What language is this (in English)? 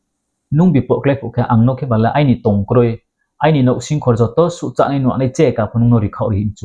Riang (India)